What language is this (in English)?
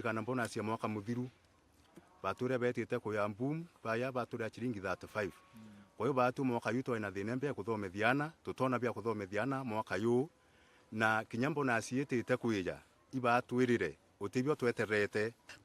Meru